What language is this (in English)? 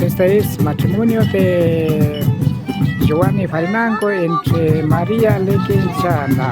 Imbabura Highland Quichua